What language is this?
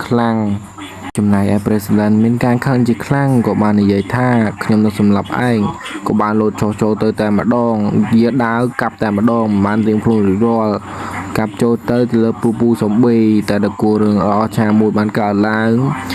Khmer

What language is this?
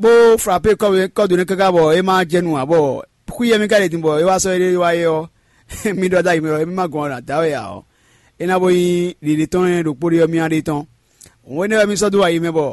Fon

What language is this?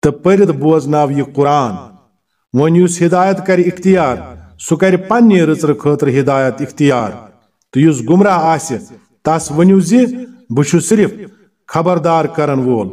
Kashmiri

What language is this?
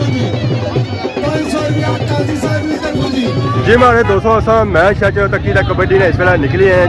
Pahari-Potwari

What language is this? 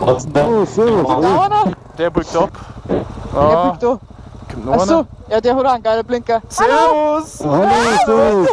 Bavarian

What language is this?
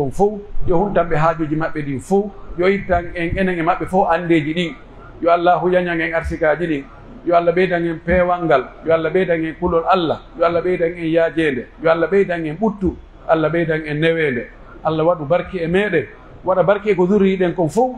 Pular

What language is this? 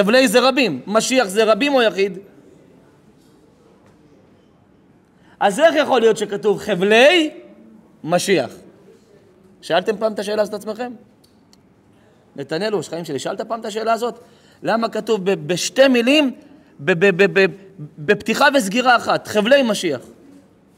Hebrew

